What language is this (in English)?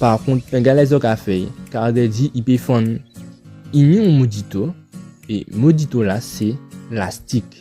Guadeloupean Creole French